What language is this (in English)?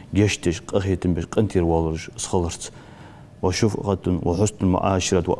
Ingush